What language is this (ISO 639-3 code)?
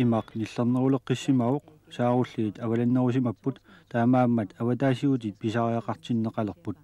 kal